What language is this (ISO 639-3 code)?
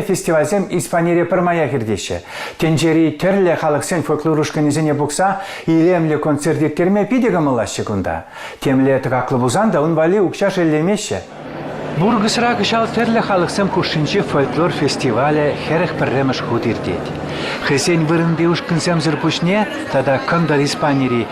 chv